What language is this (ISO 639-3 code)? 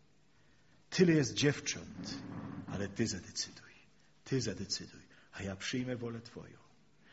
pol